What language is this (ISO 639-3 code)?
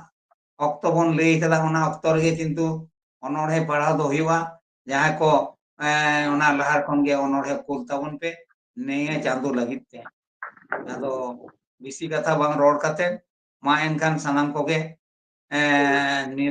sat